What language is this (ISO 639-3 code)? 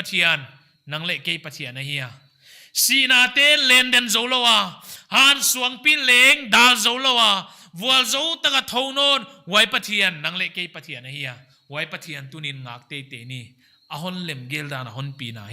pck